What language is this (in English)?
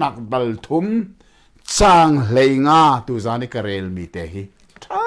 Hakha Chin